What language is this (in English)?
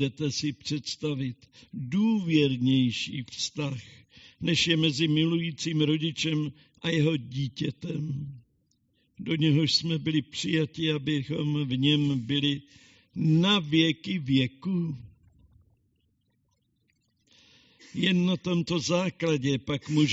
Czech